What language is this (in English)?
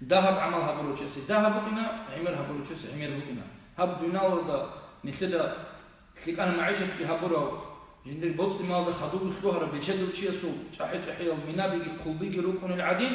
Avaric